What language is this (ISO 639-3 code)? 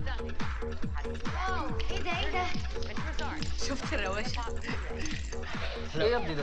arz